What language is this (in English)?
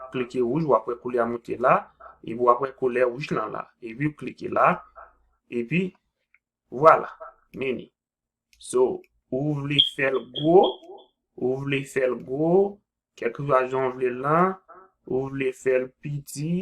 Haitian Creole